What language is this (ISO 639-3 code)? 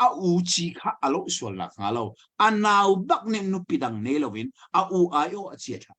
cnh